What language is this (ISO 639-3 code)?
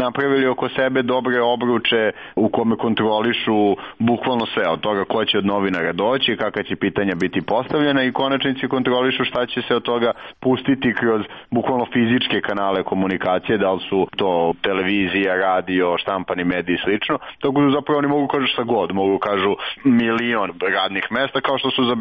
srp